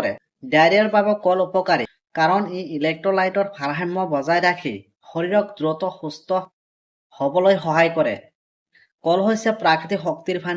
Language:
Assamese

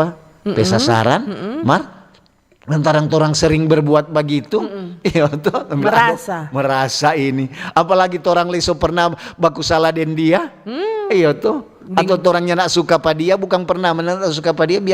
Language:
Manado Malay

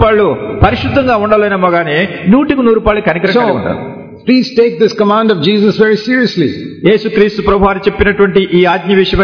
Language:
Telugu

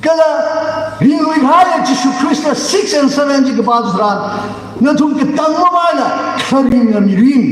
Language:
Tangkhul Naga (India)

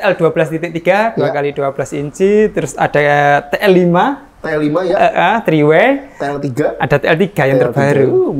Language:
Indonesian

